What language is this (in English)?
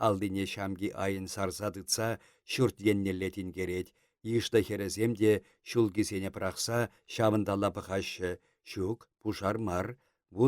Chuvash